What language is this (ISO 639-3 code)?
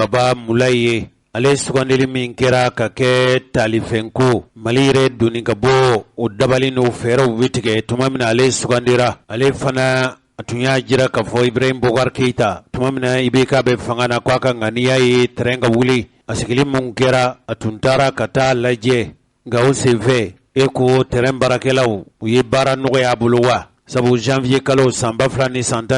bam